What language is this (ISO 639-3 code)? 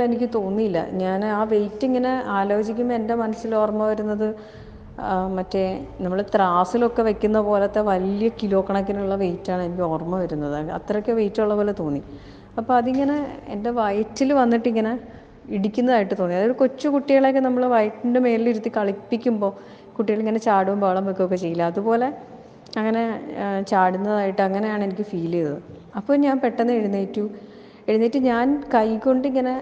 mal